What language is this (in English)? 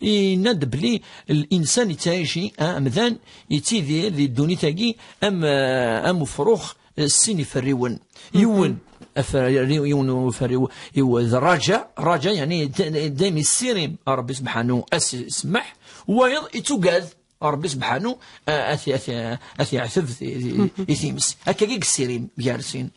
Kabyle